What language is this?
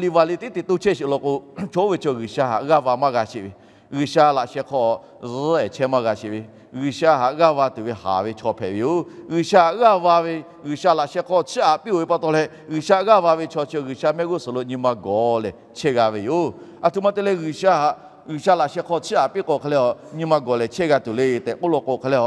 Lahu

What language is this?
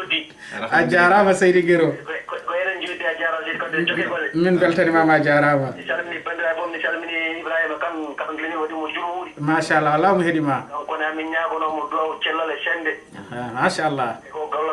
Fula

